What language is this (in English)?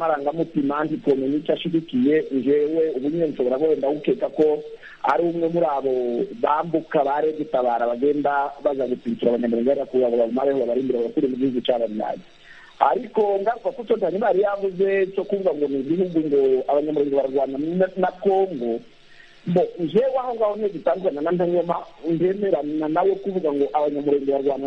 Kinyarwanda